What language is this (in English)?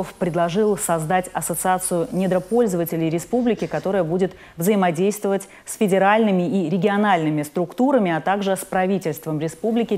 Russian